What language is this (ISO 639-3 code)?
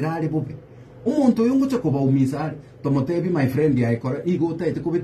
guz